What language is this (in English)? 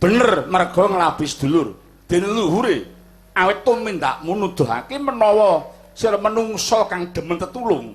Javanese